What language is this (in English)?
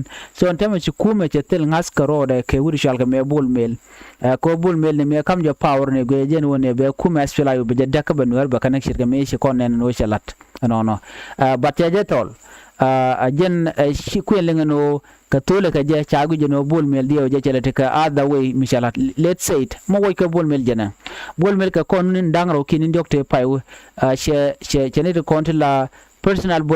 Nuer